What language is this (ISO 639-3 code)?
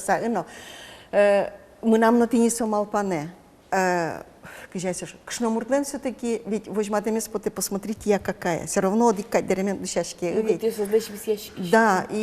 udm